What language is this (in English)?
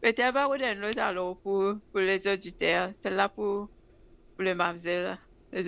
Morisyen